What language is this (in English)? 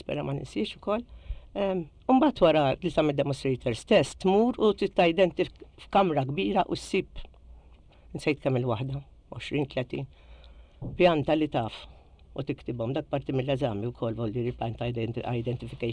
Maltese